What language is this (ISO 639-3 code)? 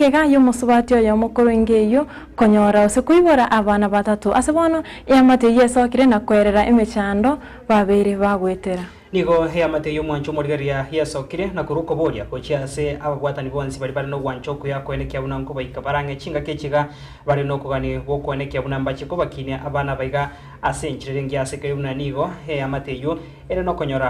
guz